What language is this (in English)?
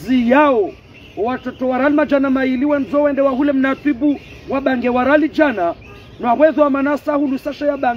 Ngazidja Comorian